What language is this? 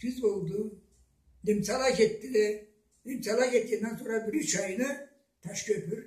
Karachay-Balkar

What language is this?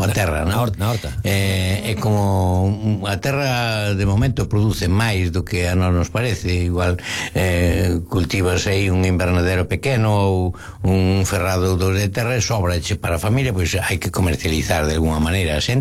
Galician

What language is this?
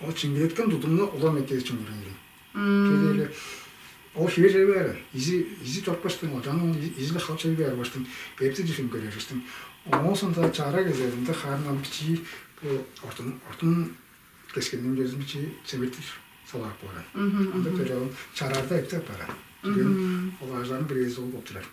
Tuvinian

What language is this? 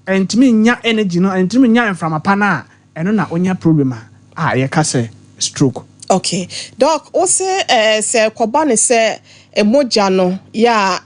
Akan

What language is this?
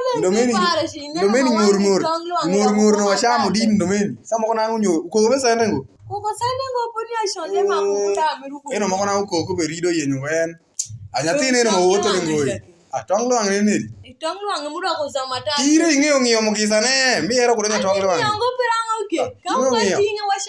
Alur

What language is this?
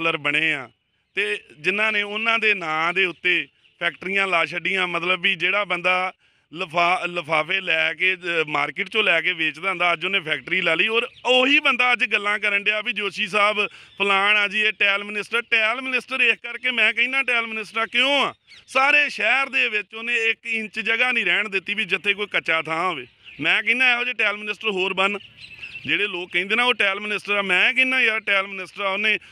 Punjabi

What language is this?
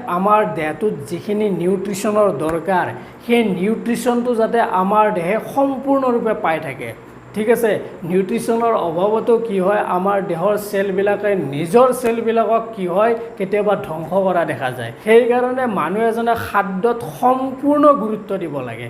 Assamese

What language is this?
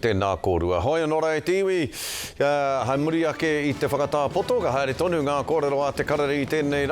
Māori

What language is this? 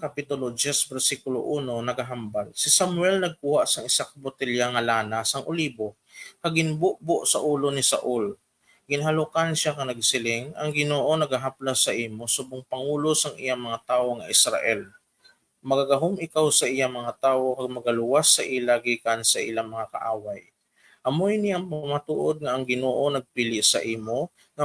Hiligaynon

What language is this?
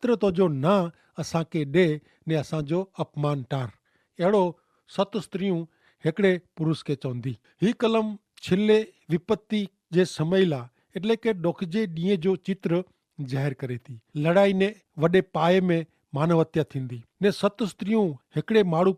Kachhi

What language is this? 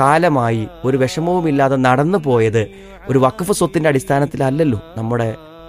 Malayalam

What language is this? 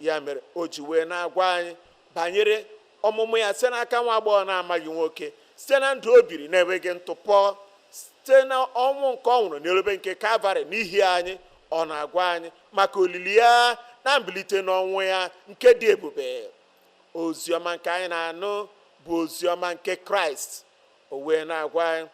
Igbo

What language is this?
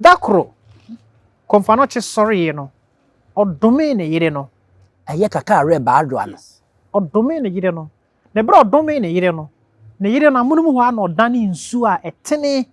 Akan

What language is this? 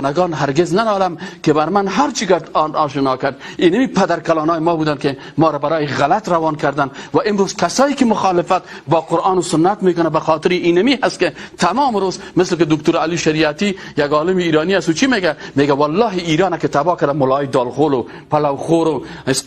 Persian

